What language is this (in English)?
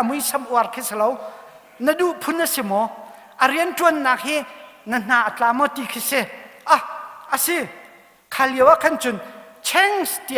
Hakha Chin